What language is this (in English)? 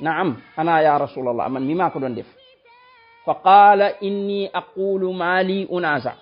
Wolof